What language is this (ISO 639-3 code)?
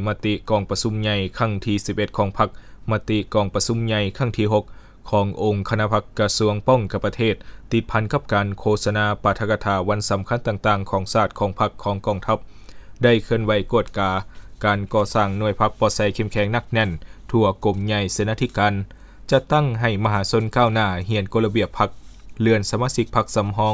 lao